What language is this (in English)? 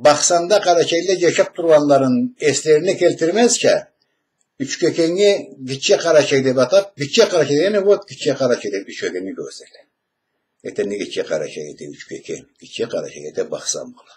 Karachay-Balkar